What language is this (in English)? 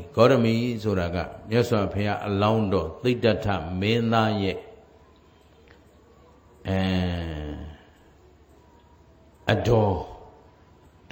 Burmese